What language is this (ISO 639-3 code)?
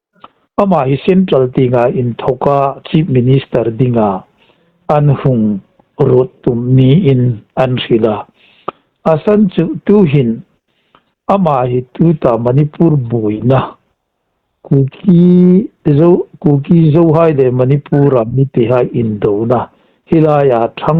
hmr